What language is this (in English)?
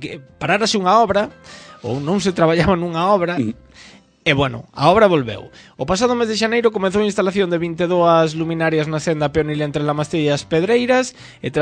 Galician